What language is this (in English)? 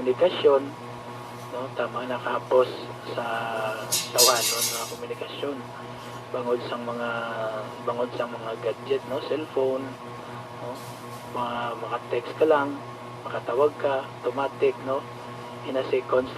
Hiligaynon